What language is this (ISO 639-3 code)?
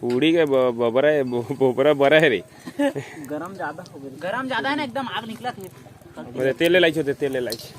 hne